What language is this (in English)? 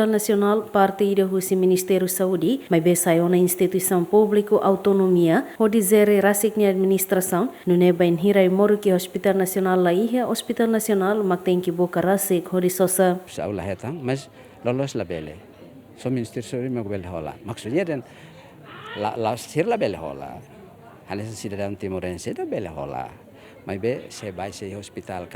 Tetum